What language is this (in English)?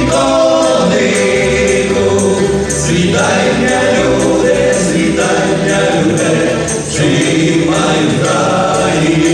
Rusyn